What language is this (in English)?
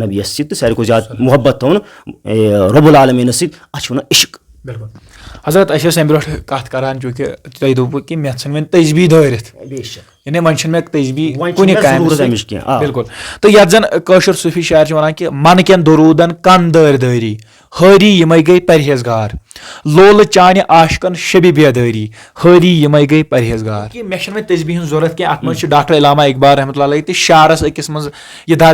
Kashmiri